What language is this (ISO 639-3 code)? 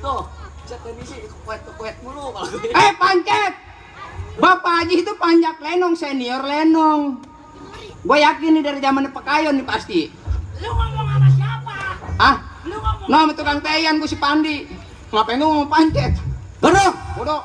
bew